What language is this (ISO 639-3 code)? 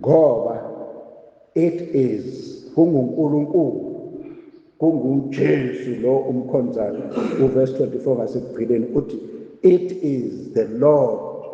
zul